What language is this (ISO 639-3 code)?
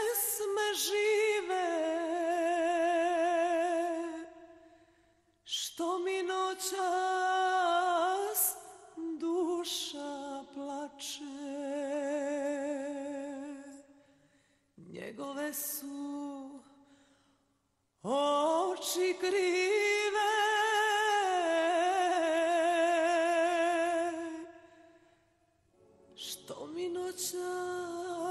srp